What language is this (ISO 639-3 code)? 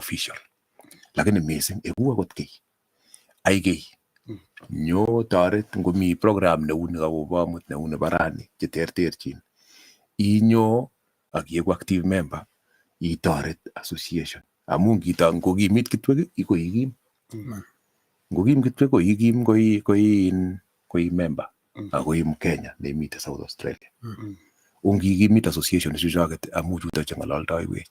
kln